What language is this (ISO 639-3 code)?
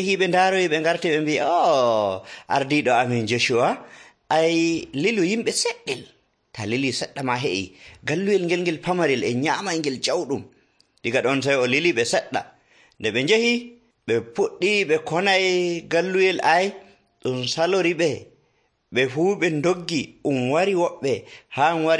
fuv